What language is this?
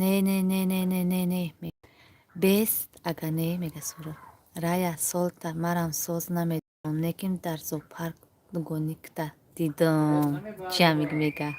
Tajik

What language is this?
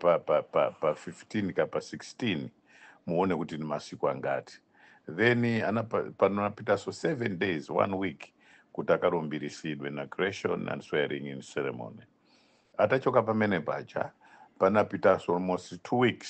Nyanja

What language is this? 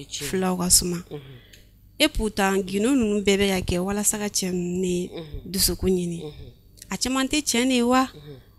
Bambara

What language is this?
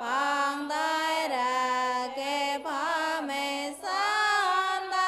Mon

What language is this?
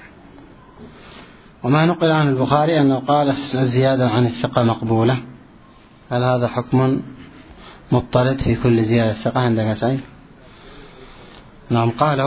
Arabic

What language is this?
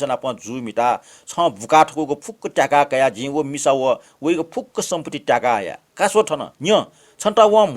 Newari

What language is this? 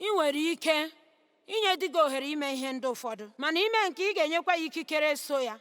Igbo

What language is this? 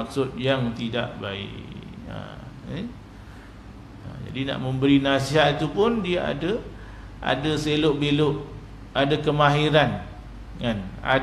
Malay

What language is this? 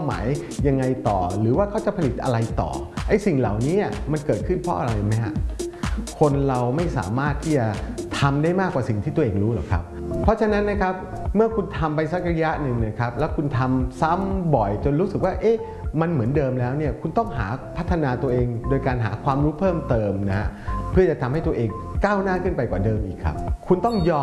Thai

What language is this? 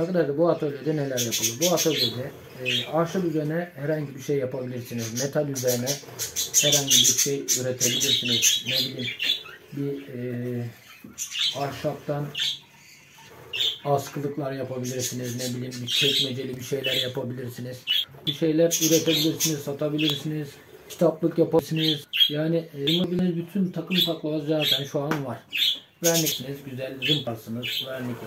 Turkish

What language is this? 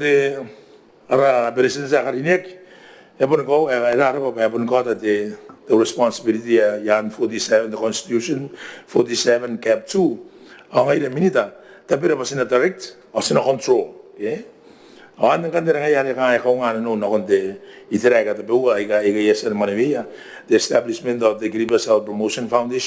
Gilbertese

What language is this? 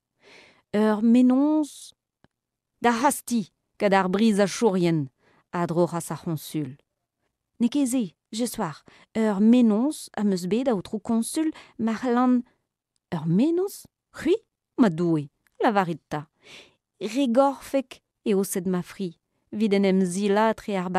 Breton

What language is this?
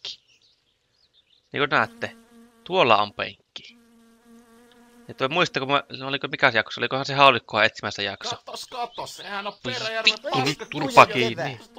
Finnish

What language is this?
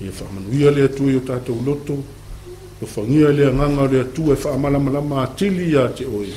Samoan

